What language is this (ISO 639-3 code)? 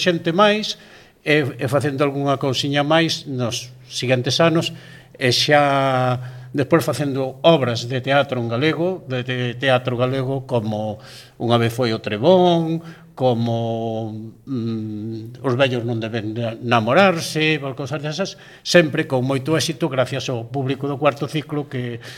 glg